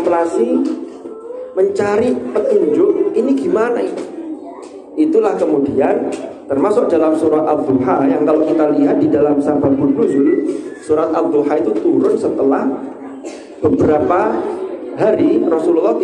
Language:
Indonesian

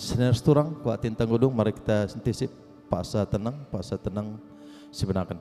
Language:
Batak Karo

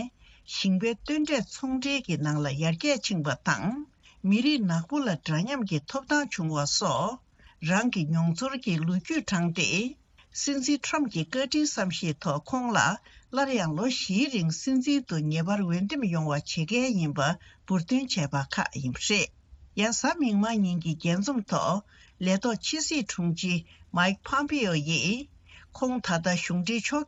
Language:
Tibetan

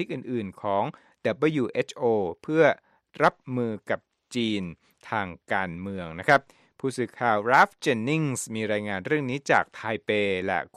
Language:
Thai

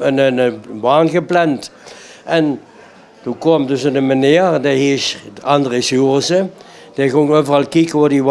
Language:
Limburgish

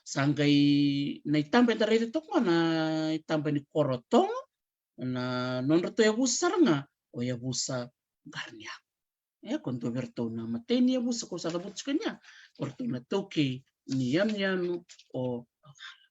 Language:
Fijian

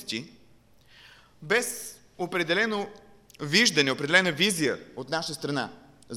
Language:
Bulgarian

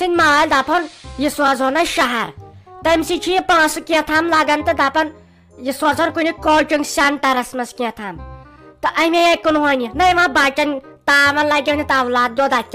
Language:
Kashmiri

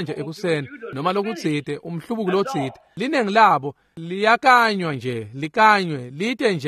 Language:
Swati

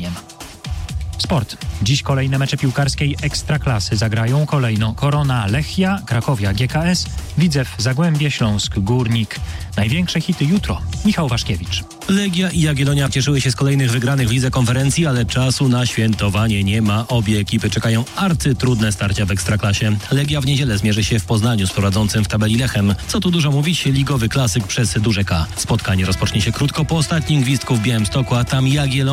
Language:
Polish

